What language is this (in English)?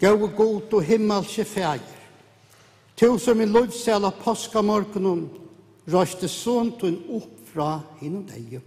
Faroese